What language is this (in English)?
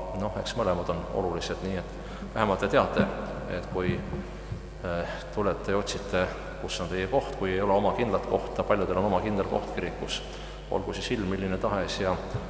Estonian